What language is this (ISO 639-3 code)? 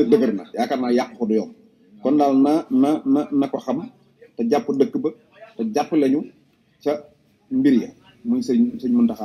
wol